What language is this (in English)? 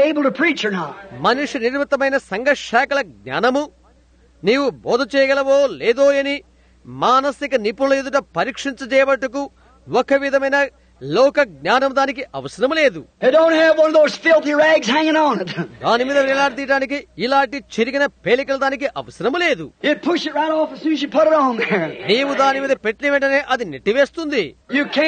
Telugu